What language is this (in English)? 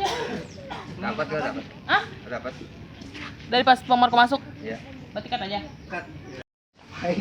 Betawi